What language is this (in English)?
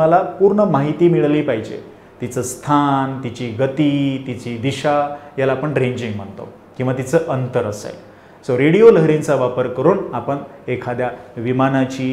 Marathi